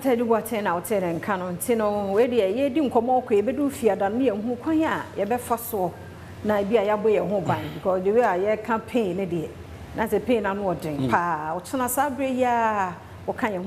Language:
Akan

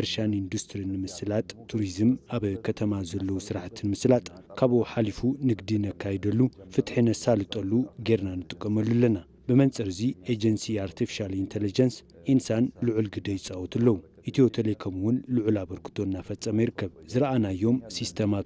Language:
Tigrinya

